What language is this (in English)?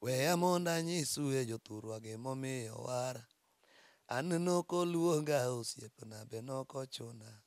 Luo (Kenya and Tanzania)